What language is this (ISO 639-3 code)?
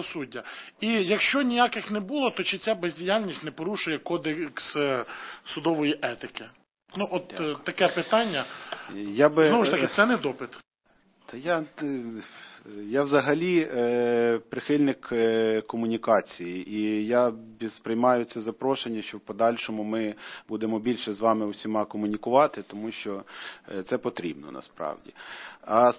ukr